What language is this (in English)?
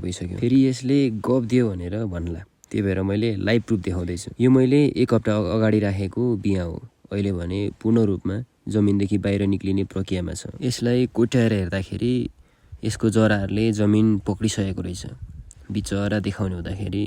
Nepali